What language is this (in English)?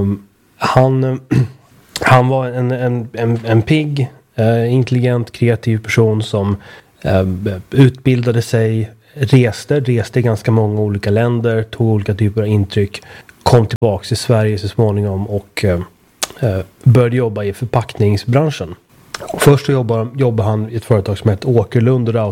Swedish